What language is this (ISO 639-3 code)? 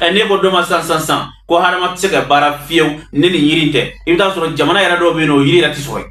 bam